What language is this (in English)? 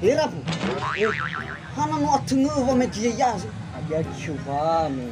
Nias